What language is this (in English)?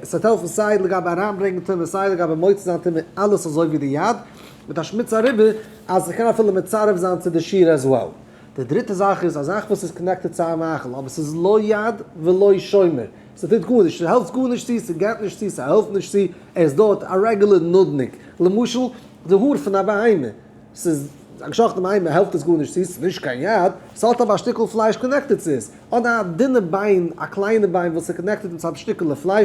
Yiddish